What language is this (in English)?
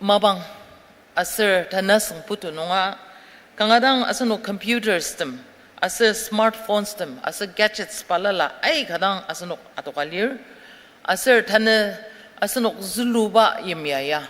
Ao Naga